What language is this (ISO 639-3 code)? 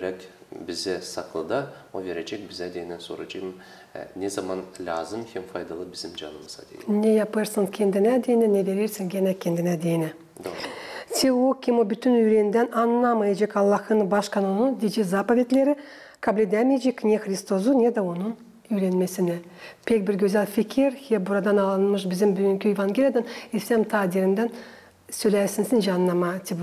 gag